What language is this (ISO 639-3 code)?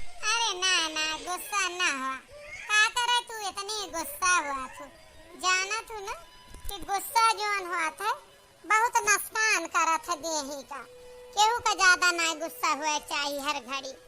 awa